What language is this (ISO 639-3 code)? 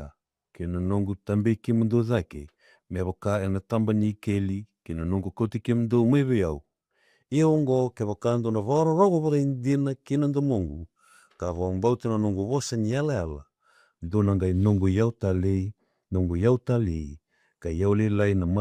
fij